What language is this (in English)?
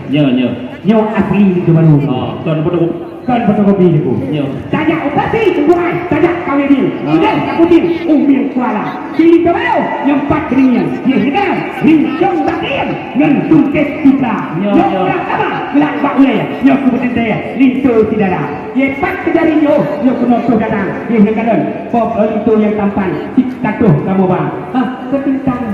Achinese